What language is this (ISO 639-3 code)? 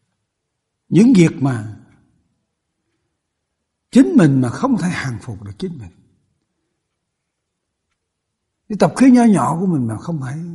vie